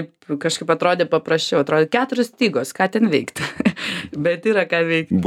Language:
Lithuanian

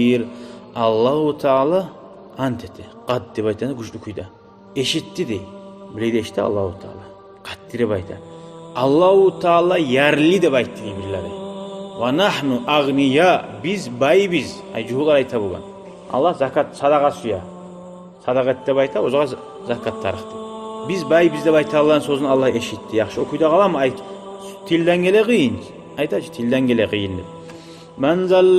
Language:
Kumyk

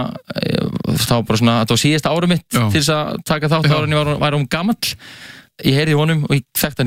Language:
Icelandic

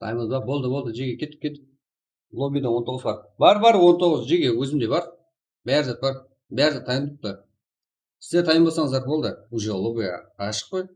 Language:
Kara-Kalpak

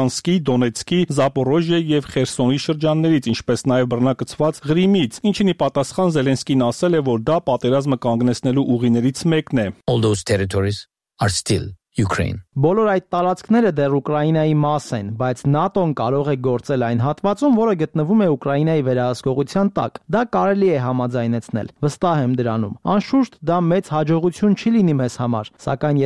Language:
Armenian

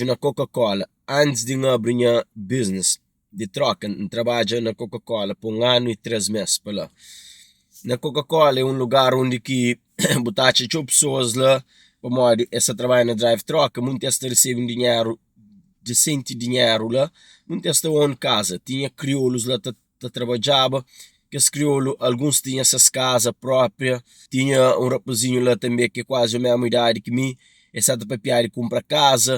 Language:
Kabuverdianu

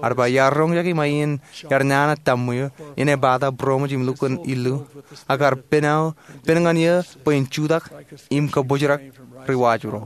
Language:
Marshallese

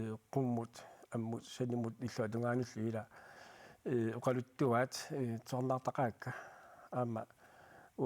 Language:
Kalaallisut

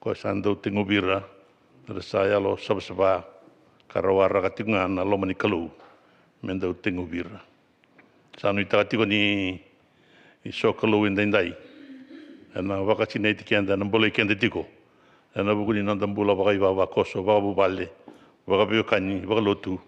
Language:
Fijian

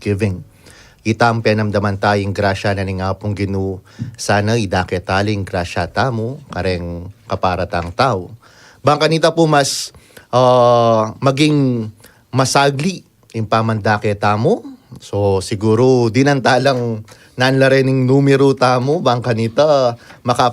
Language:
Pampanga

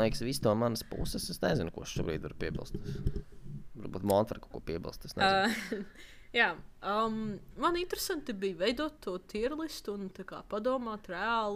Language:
Latvian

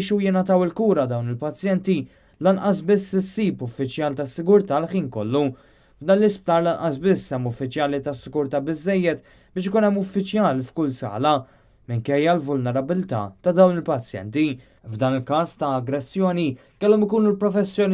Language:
Maltese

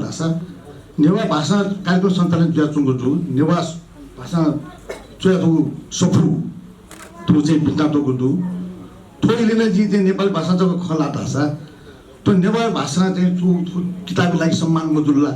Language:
Newari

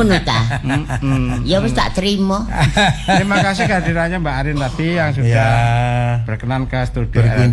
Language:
Javanese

